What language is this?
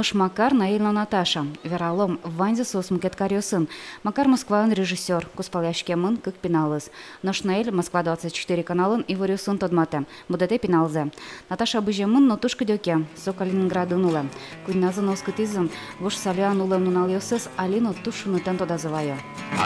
Udmurt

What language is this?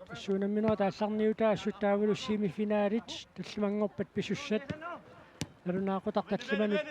Kalaallisut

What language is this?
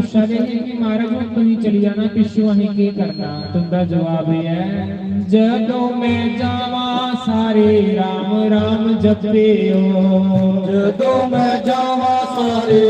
Dogri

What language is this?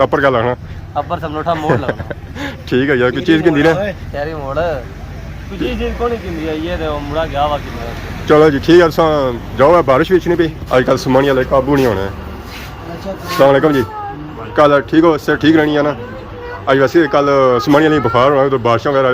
Pahari-Potwari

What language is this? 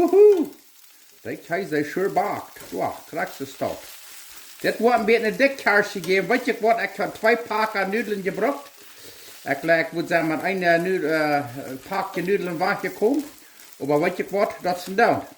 Plautdietsch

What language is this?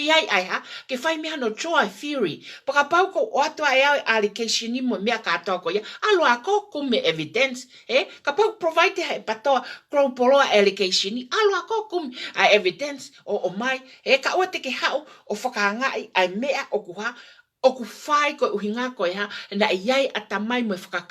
Tongan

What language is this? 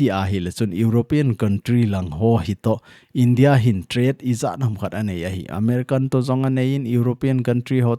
Thado Chin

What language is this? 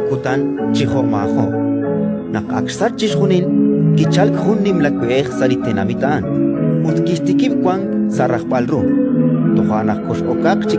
Kekchí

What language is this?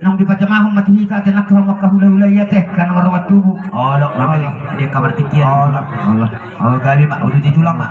Batak Toba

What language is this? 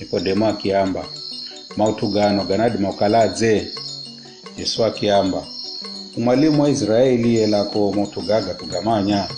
Giryama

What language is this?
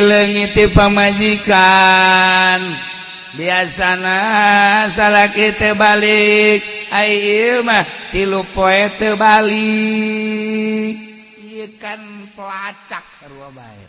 Sundanese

